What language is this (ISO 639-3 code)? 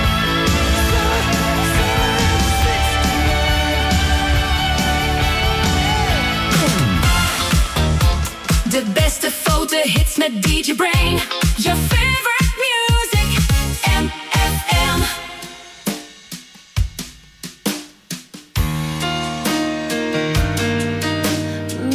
nld